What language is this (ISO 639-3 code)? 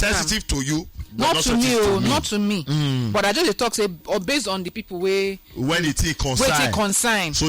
pcm